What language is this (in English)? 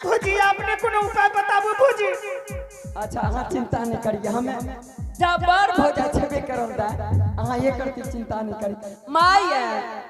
Angika